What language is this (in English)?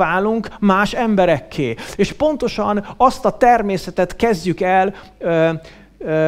Hungarian